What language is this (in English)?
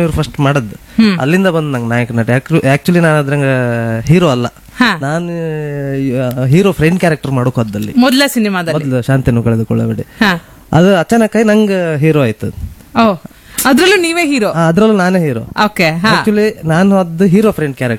Kannada